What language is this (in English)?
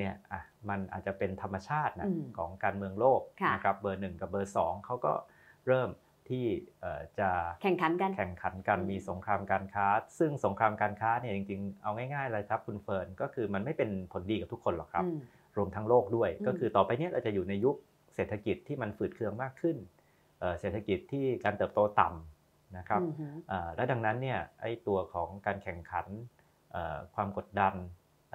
Thai